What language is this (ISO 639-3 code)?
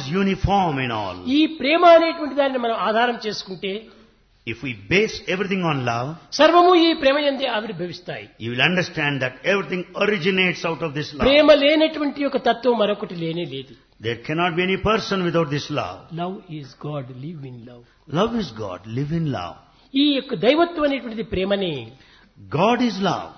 tel